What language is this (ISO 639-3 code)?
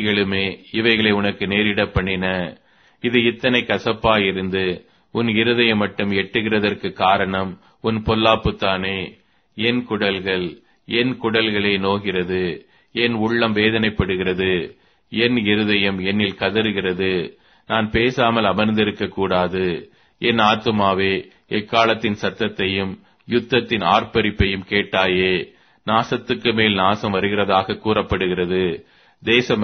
tam